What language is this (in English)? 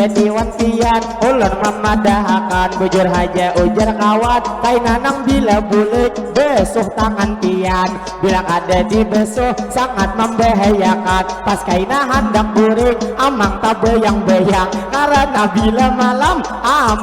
Banjar